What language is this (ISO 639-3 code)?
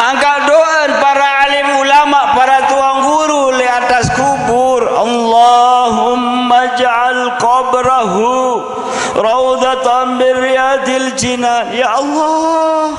sas